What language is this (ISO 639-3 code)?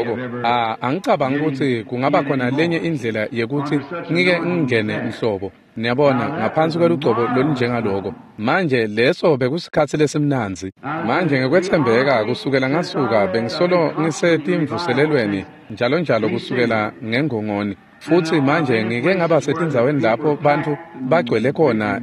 ssw